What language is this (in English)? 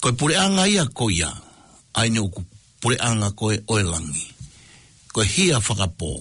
Tongan